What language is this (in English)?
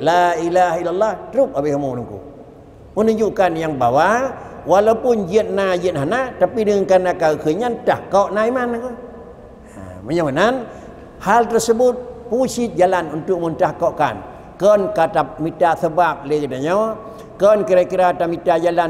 Achinese